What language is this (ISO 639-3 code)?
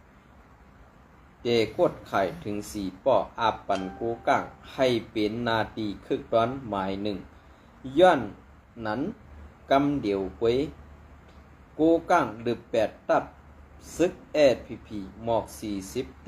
shn